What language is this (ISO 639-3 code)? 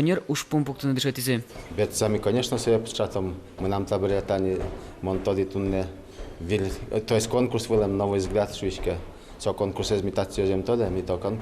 udm